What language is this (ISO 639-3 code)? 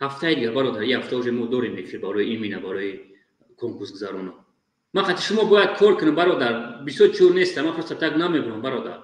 tgk